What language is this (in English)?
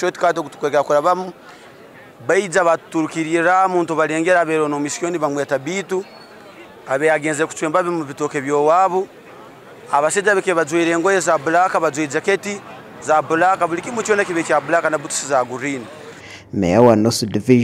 Nyankole